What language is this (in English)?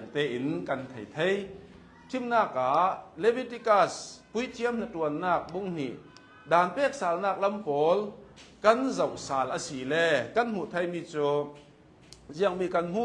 Hakha Chin